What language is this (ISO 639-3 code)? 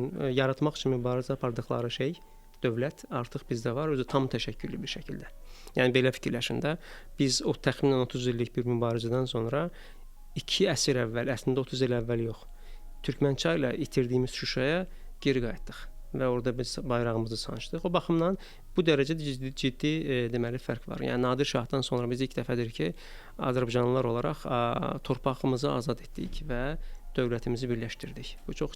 aze